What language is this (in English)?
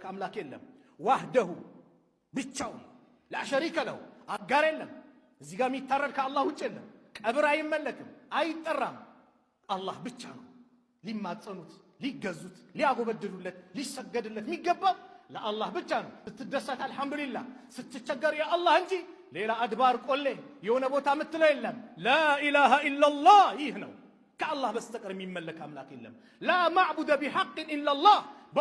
Amharic